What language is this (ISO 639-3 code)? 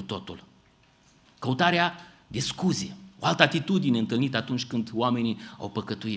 ron